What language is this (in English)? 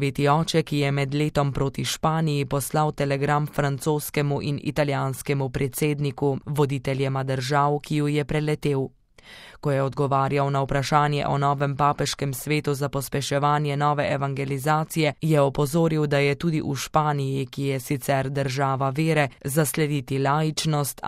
Slovenian